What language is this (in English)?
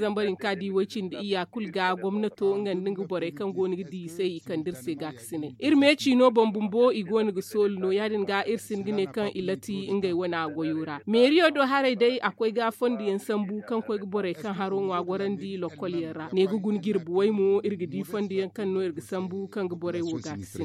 Zarma